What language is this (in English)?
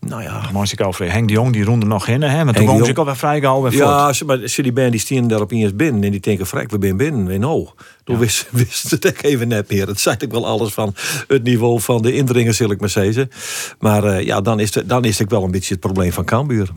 Western Frisian